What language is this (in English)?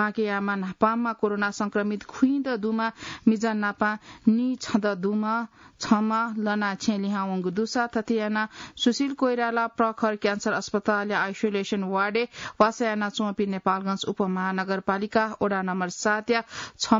Newari